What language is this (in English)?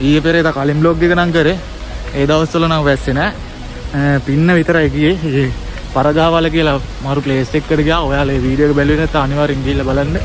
Sinhala